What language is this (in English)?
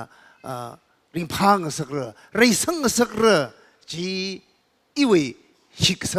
Tangkhul Naga (India)